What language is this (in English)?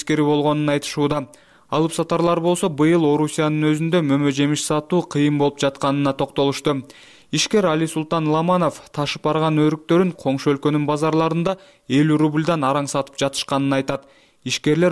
Kyrgyz